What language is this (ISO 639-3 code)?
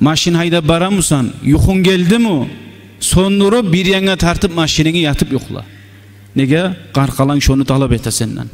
kum